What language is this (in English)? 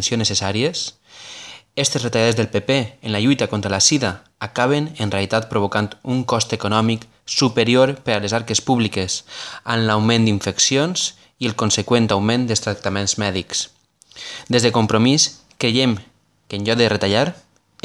Catalan